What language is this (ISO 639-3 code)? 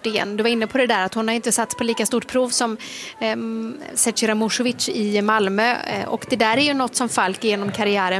swe